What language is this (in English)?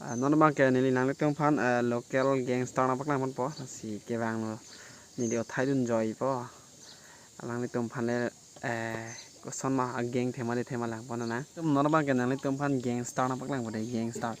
Karbi